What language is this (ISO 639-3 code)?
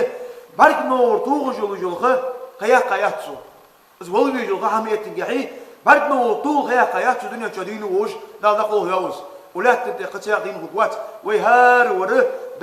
inh